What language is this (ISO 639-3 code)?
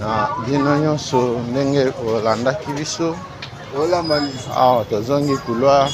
lin